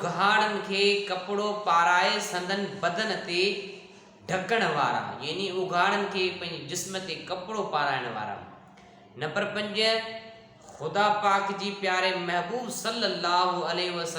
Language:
Sindhi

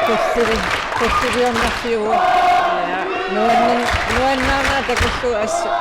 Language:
Kalaallisut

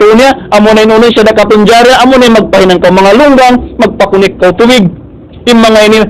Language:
Tausug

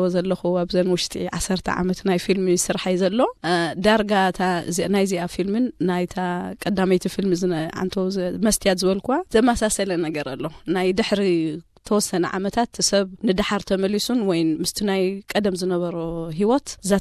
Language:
Tigrinya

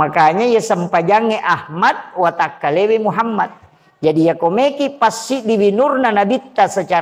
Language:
Buginese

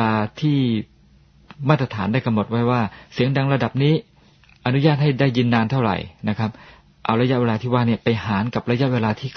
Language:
Thai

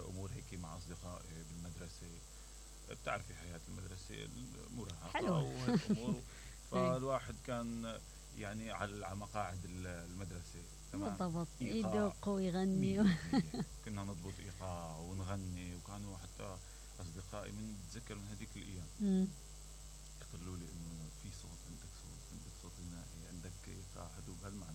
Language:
Mesopotamian Arabic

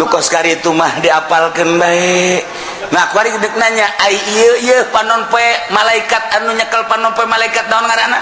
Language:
Sundanese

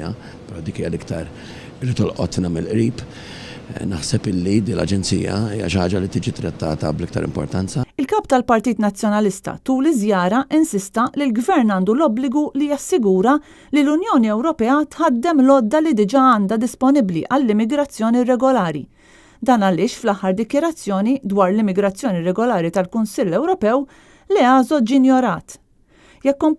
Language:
Maltese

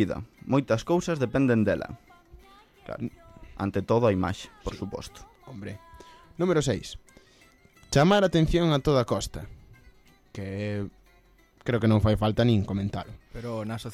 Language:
Galician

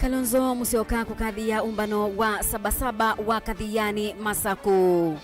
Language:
Kamba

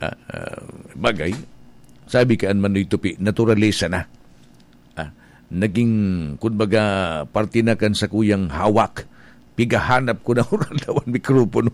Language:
Bikol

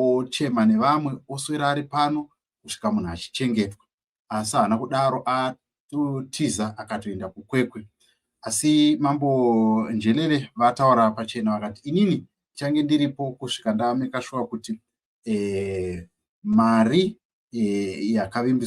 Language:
Shona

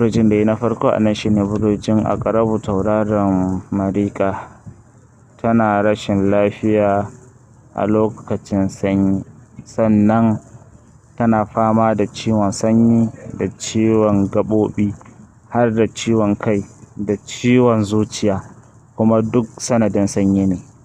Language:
Hausa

